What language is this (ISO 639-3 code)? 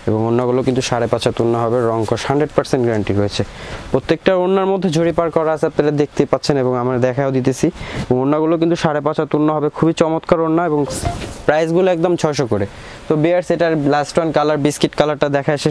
ben